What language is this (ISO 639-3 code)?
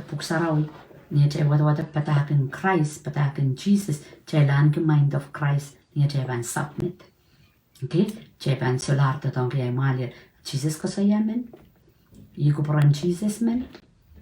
pon